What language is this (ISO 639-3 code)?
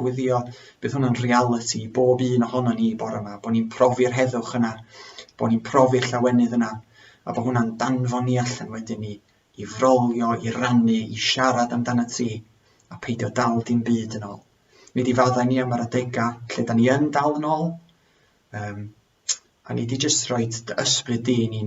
cym